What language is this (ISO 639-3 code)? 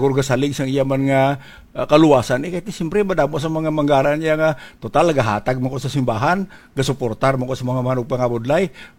hil